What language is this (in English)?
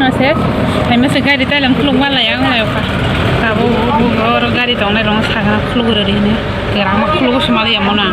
Kok Borok